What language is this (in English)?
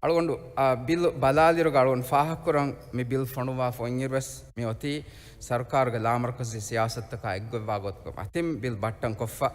Divehi